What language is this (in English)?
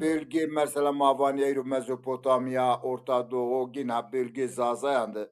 Zaza